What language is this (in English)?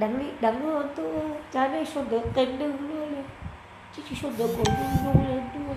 Hmong